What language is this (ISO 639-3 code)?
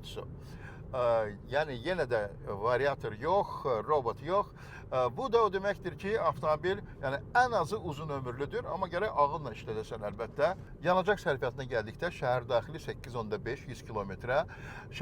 aze